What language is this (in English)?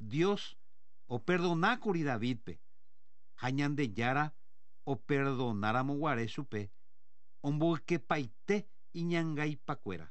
Guarani